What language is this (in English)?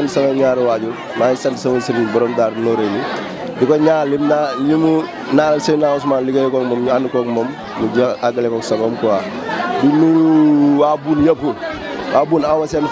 Wolof